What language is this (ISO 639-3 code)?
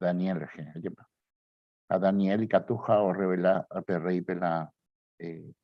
grn